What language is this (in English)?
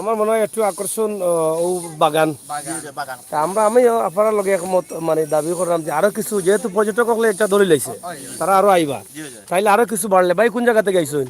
Sylheti